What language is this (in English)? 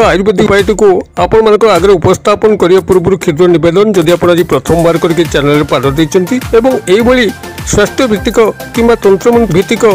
Odia